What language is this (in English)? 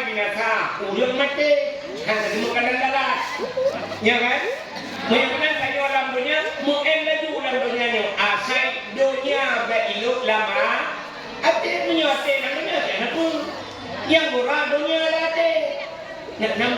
Achinese